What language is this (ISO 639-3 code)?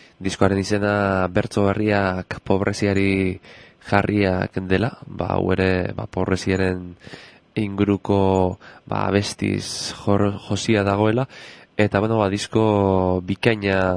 eus